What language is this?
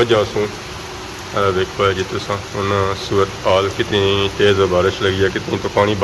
Pahari-Potwari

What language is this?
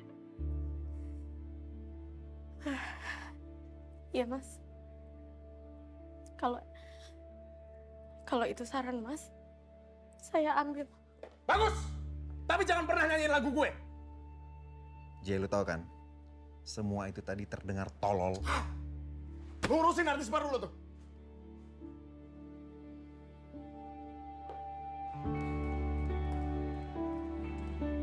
Indonesian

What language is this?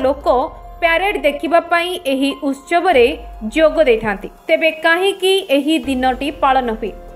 Odia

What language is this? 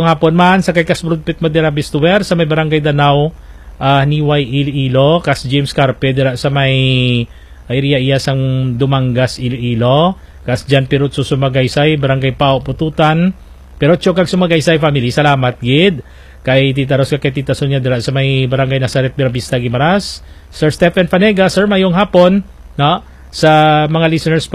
Hiligaynon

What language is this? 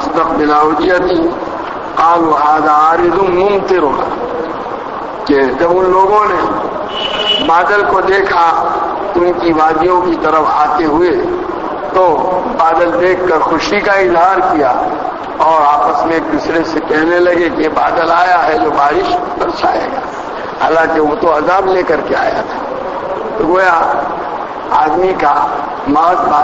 Urdu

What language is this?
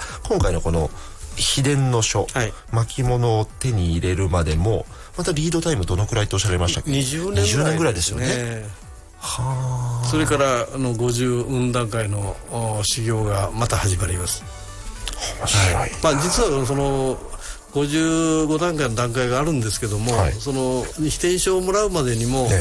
Japanese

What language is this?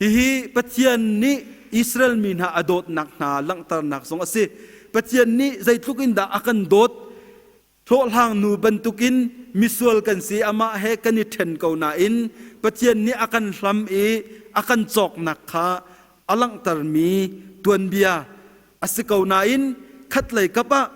Hakha Chin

